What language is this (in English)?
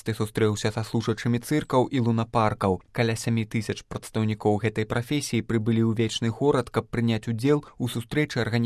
Belarusian